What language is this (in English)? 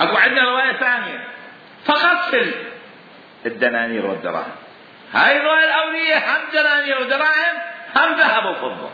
Mesopotamian Arabic